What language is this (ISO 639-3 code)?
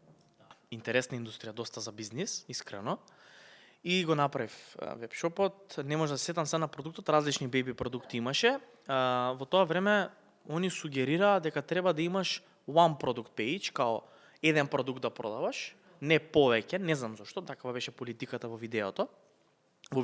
mkd